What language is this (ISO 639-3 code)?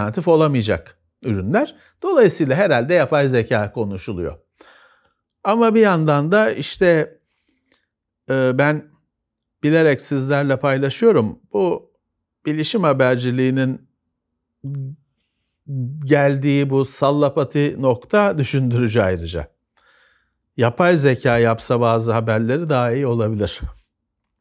tur